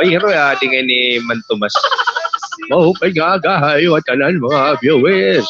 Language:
Waray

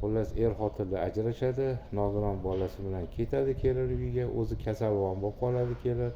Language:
Uzbek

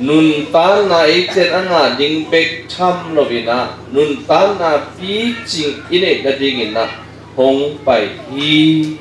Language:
Tedim Chin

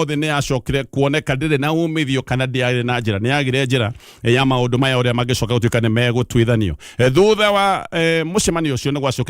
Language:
Kikuyu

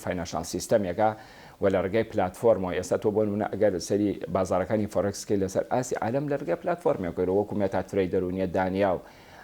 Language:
Central Kurdish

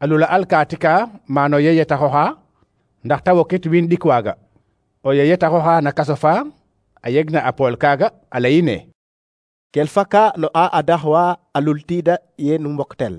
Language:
Serer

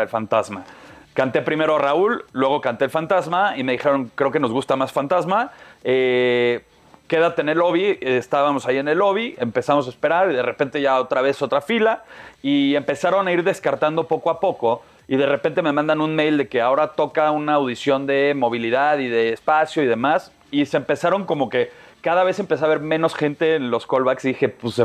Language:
Spanish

